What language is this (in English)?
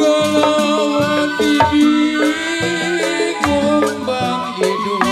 Betawi